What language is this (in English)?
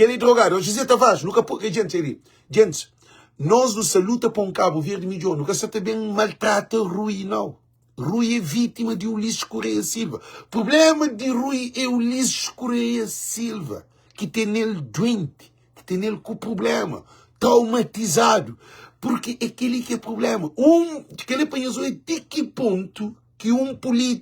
Kabuverdianu